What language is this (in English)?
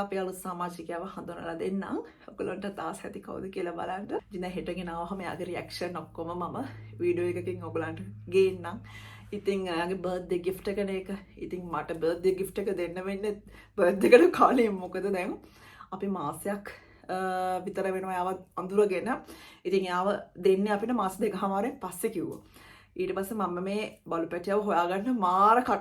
Sinhala